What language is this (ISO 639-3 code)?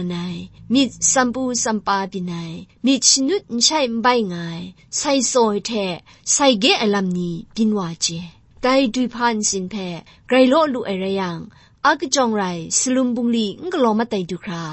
kac